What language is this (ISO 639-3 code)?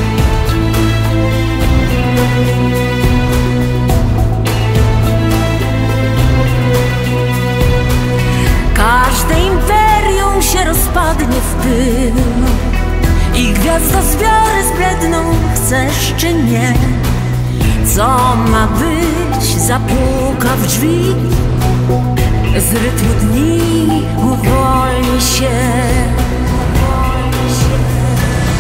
pol